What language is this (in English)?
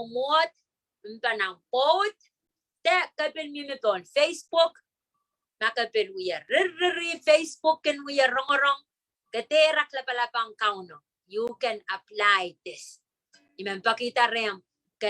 Pohnpeian